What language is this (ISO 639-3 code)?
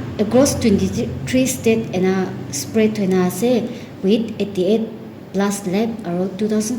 nag